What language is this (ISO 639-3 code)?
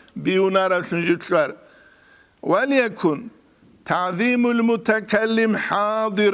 ava